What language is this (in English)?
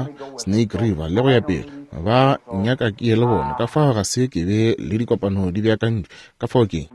Northern Sotho